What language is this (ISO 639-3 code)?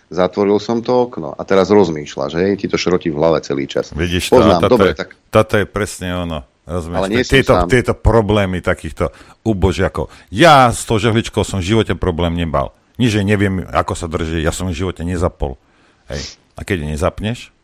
slk